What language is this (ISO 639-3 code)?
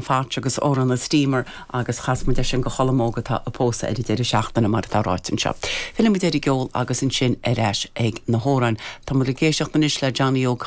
gle